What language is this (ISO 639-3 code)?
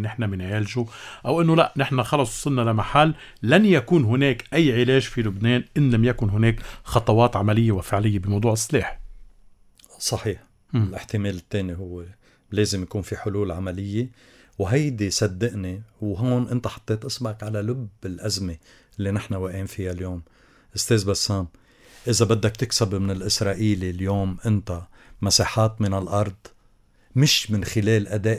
apc